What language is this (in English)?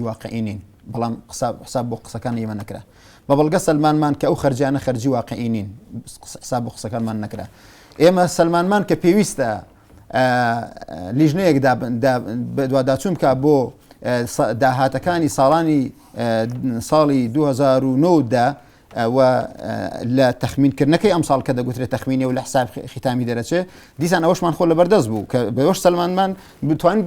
Central Kurdish